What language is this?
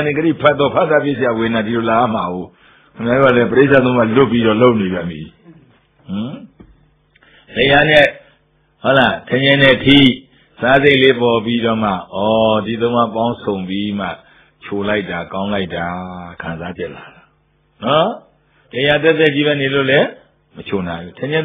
Burmese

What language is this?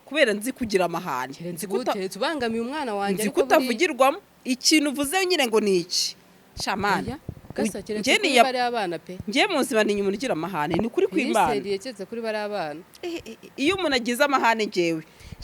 Kinyarwanda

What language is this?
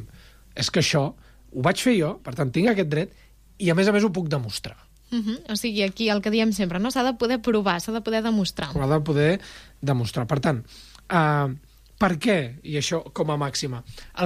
Catalan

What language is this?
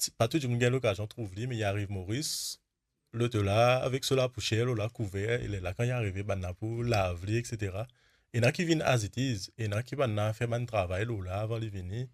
Morisyen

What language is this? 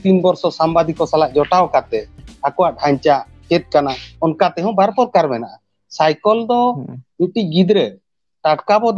Santali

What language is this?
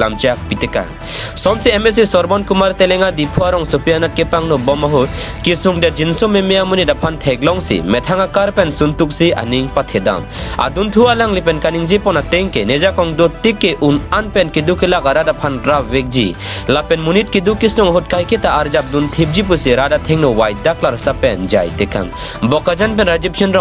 Karbi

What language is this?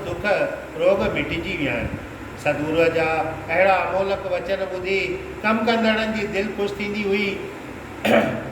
Sindhi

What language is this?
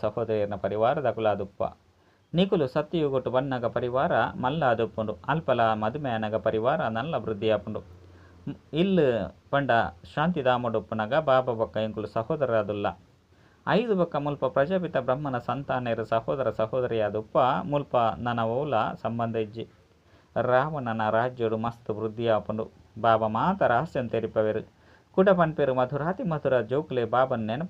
Tulu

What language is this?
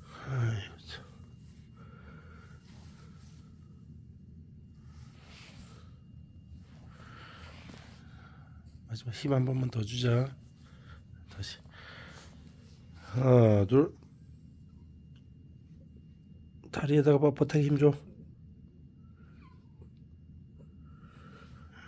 Korean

